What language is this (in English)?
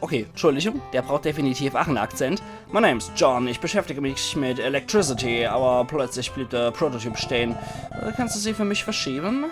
Palatine German